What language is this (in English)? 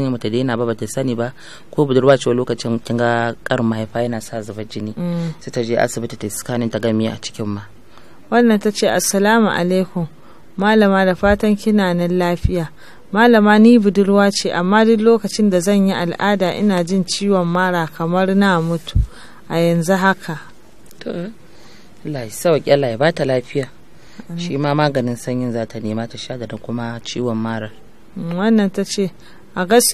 Hausa